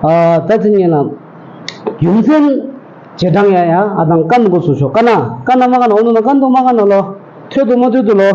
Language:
Tibetan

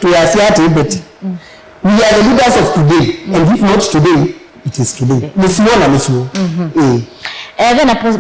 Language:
Kamba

